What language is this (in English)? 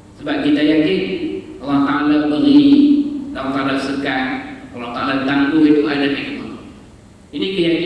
Malay